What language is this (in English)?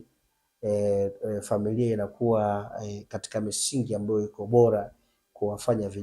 Swahili